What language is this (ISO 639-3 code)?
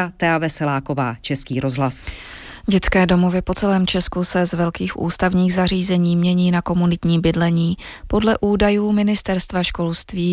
ces